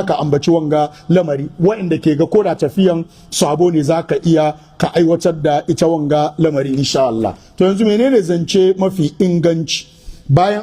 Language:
Hausa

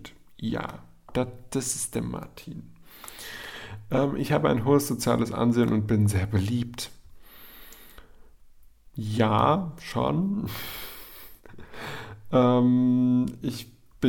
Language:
German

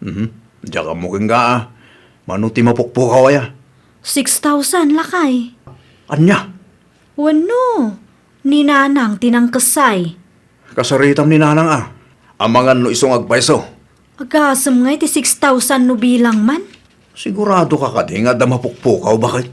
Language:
Iloko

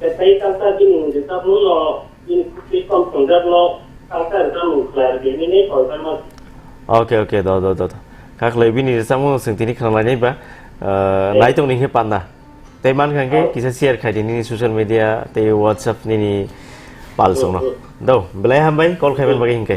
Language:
Kok Borok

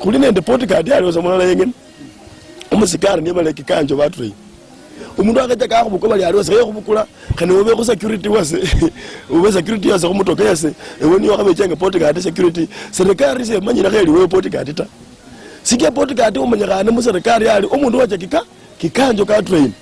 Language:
Luyia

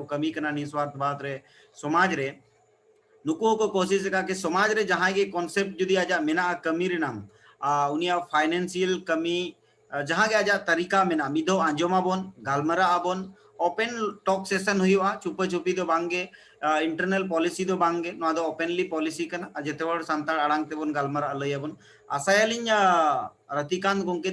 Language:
Santali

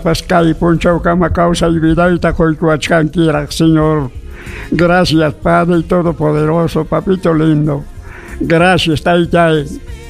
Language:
Ayacucho Quechua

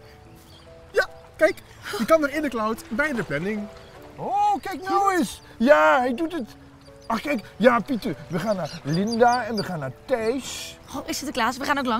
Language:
Dutch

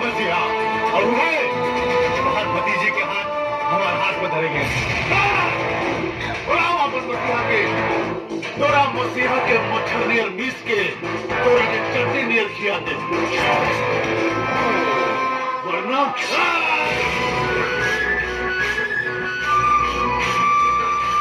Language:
Bhojpuri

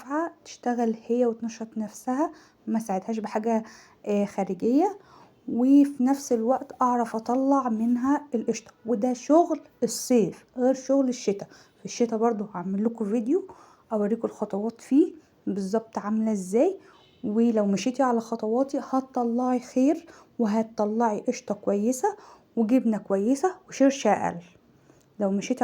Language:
Egyptian Arabic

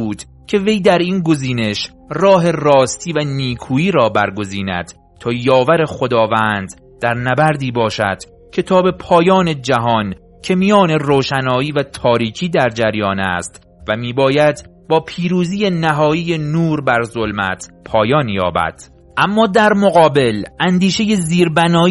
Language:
Persian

